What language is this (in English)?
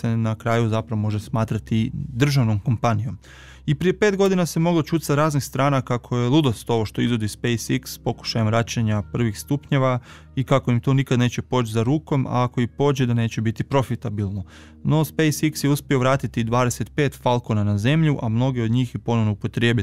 Croatian